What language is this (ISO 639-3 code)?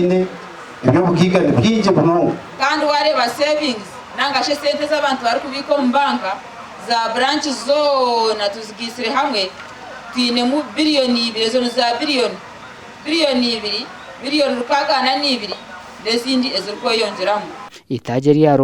nyn